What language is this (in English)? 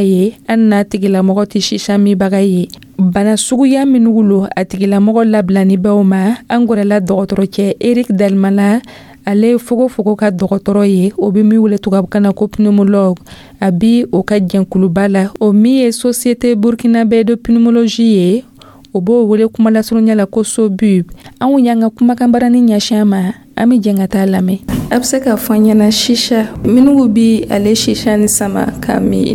Dyula